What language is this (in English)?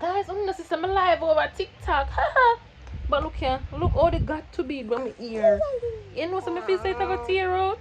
Jamaican Creole English